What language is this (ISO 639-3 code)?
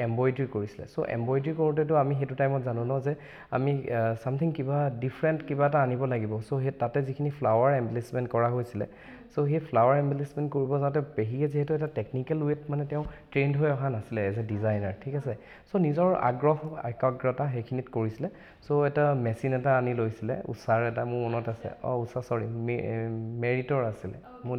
asm